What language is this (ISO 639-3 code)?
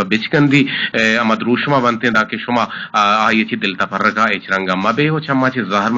bgp